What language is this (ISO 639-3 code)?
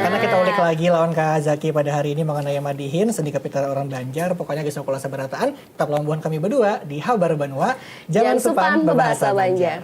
bjn